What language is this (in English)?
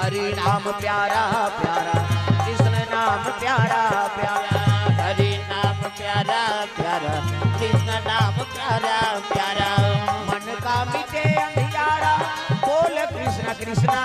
Chhattisgarhi